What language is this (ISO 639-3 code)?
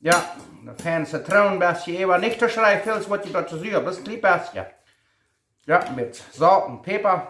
pdt